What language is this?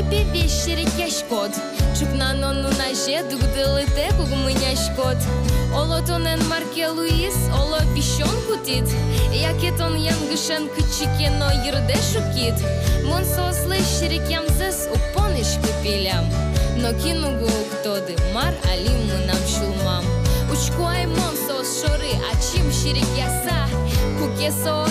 Udmurt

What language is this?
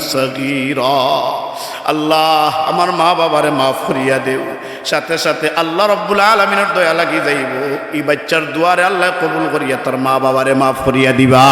Sylheti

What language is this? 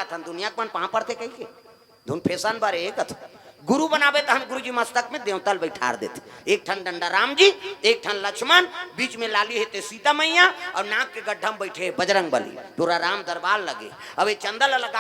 Chhattisgarhi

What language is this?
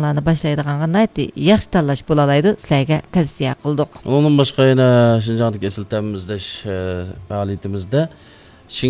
Uyghur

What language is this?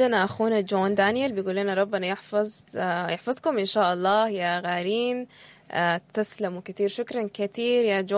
Sudanese Arabic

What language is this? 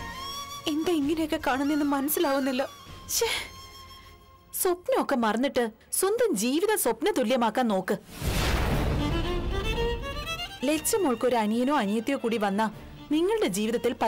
Malayalam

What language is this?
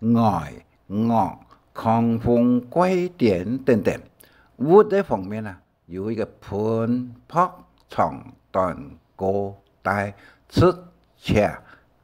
Hakka Chinese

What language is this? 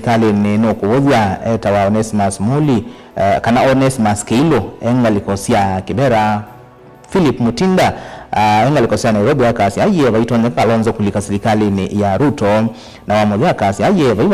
Kamba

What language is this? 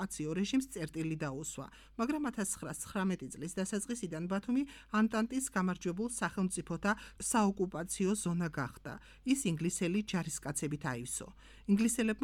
Georgian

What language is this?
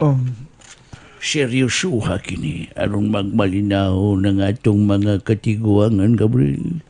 Cebuano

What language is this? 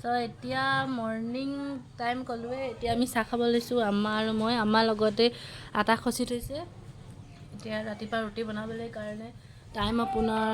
Assamese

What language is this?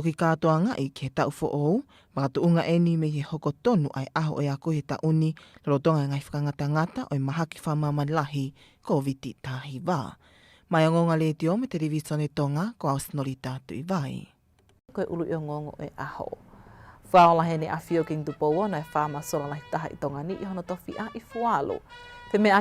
Tongan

